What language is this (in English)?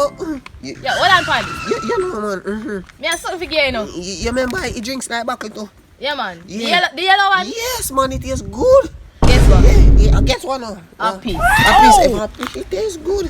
Jamaican Creole English